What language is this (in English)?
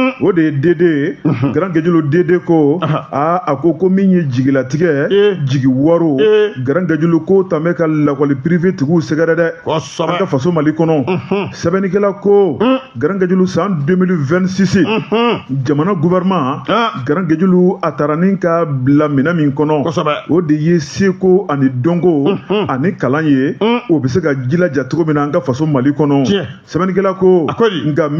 Bambara